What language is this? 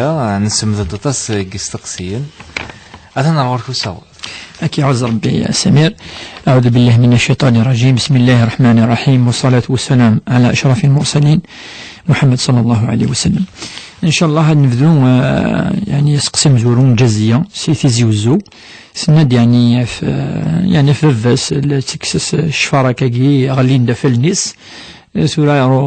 Kabyle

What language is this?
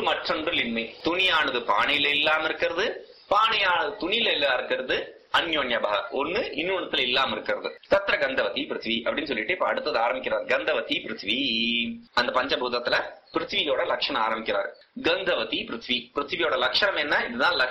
Tamil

